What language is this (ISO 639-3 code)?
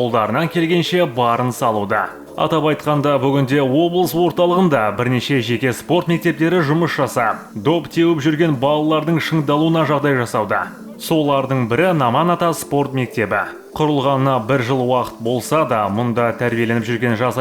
kaz